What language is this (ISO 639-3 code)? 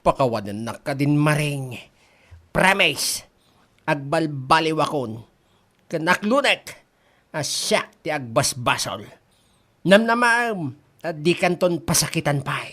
ilo